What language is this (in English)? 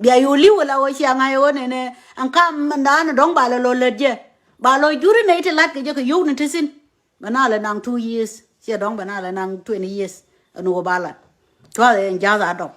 Nuer